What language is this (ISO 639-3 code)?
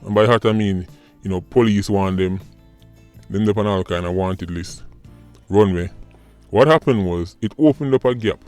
jam